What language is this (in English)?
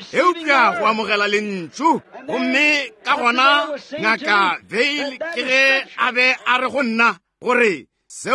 Northern Sotho